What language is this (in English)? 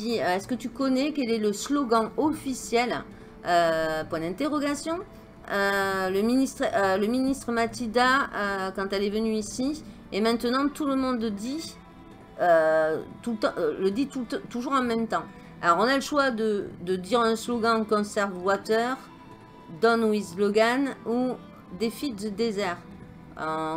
French